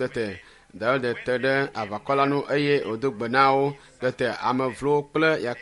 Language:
Ewe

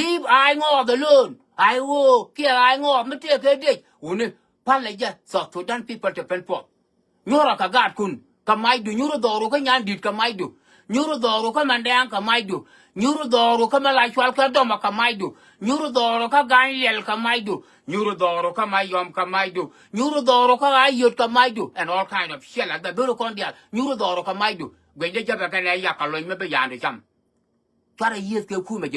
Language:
Nuer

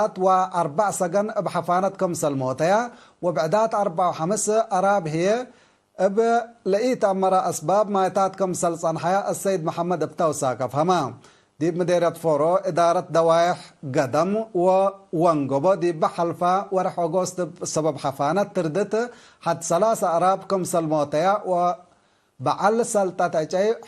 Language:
Tigre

